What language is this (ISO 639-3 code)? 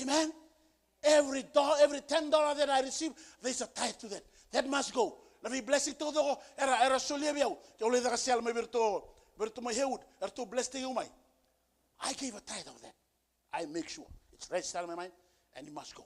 fij